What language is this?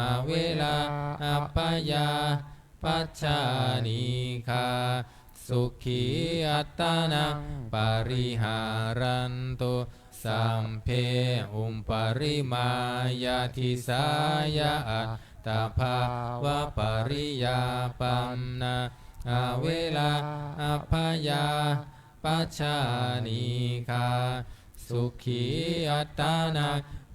Pali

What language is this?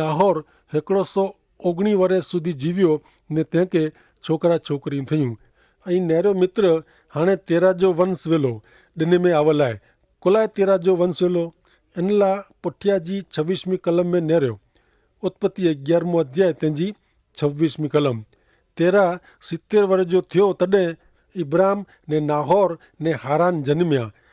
Kachhi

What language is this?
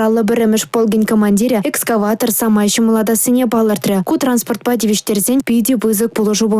Chuvash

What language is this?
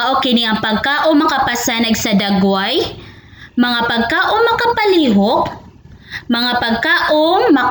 Cebuano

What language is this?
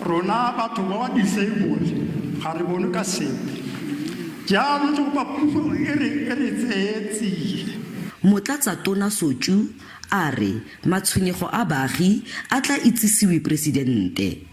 Tswana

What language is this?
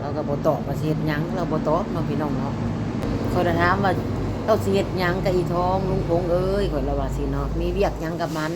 Northeastern Thai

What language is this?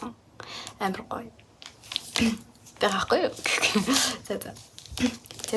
Mongolian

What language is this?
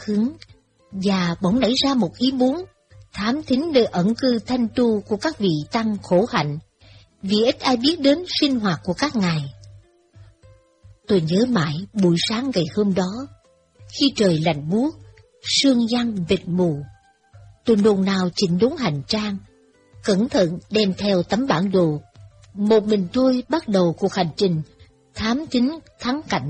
Vietnamese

